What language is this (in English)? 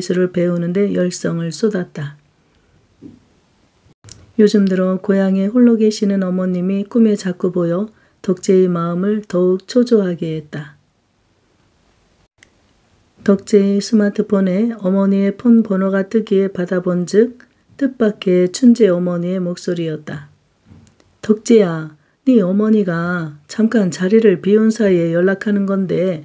Korean